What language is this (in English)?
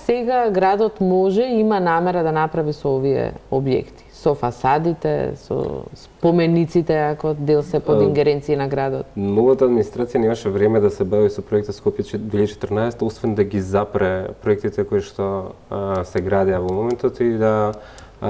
Macedonian